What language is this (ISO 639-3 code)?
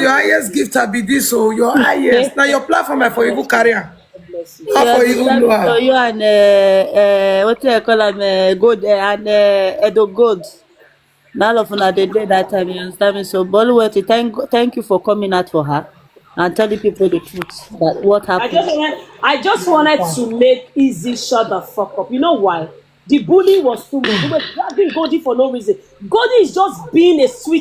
pcm